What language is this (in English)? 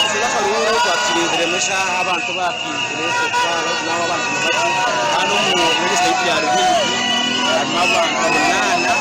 Nyankole